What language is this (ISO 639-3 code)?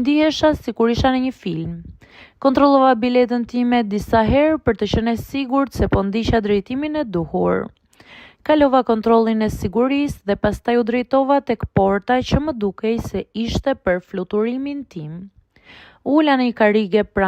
sqi